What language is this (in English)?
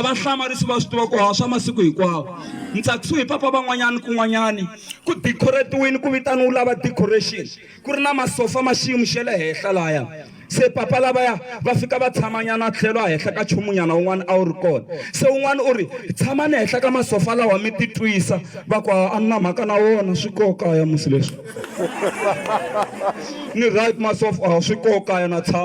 Tsonga